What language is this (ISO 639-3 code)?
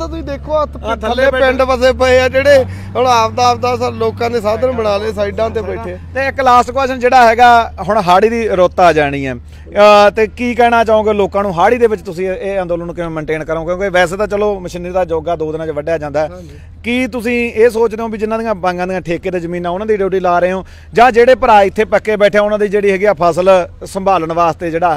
pan